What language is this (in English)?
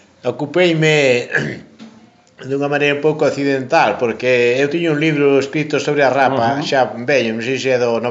Galician